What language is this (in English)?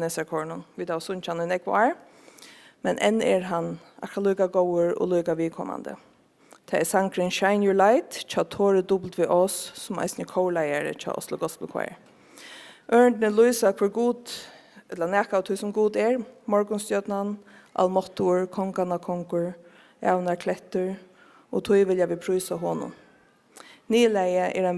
Faroese